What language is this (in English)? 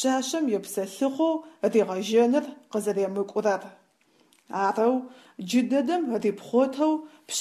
Adyghe